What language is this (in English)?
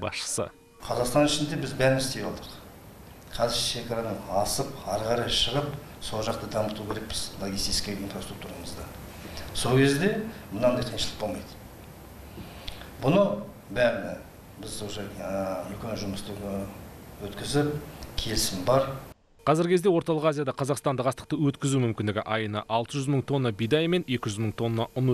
Kazakh